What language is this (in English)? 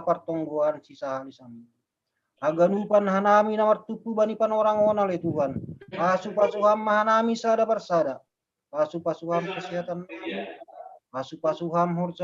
Batak Simalungun